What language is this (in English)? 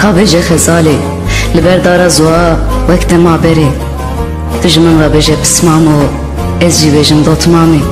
Kurdish